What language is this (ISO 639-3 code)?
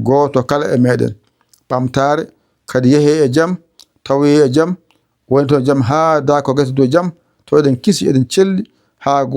ful